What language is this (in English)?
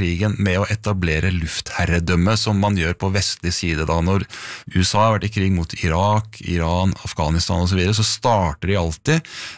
Norwegian